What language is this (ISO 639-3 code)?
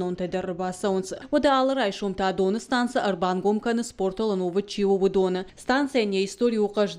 oss